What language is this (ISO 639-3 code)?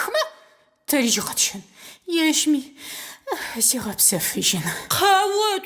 ady